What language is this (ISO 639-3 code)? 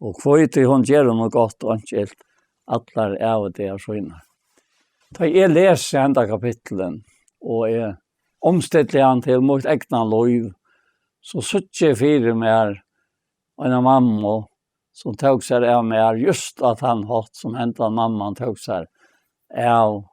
fao